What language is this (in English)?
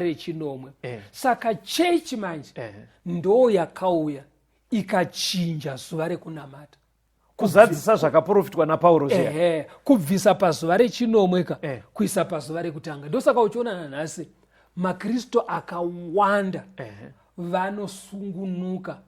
Shona